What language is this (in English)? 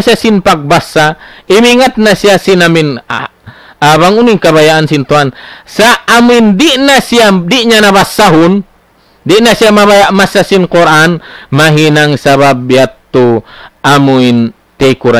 Tausug